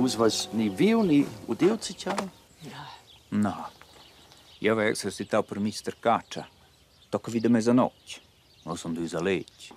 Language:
Romansh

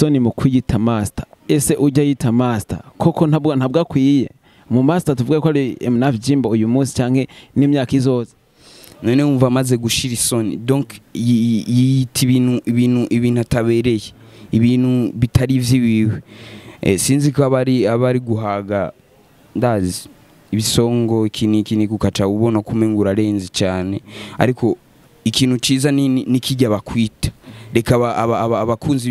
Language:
Rundi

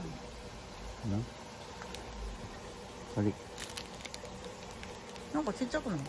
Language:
Japanese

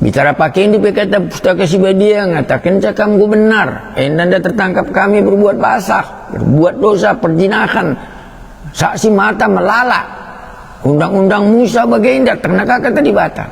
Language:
Batak Karo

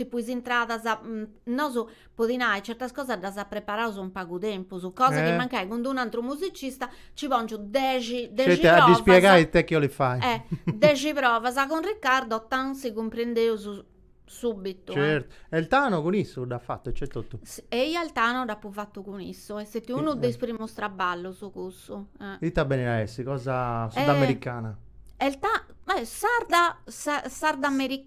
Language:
Sardinian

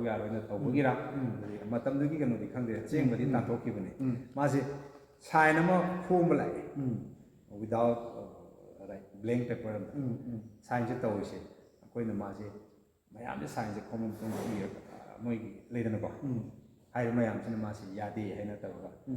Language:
Manipuri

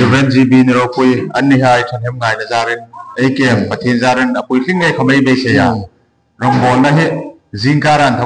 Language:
Hmar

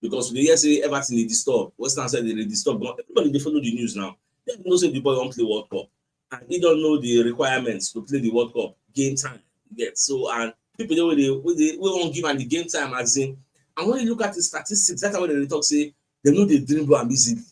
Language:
Nigerian Pidgin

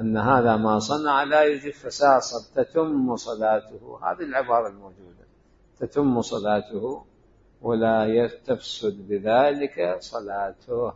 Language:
Mesopotamian Arabic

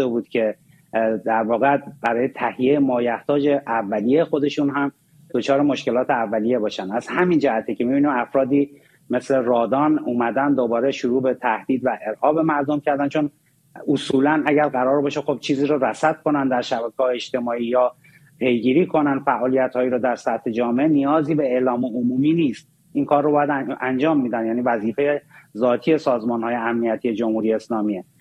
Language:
Persian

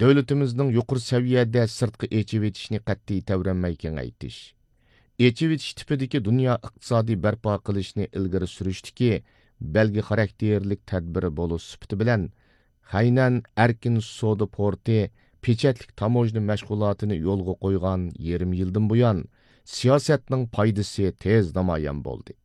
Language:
Uyghur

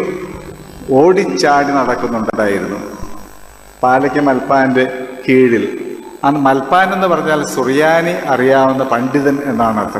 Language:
Malayalam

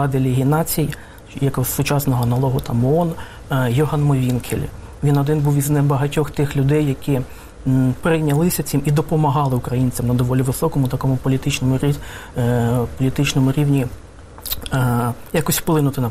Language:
Ukrainian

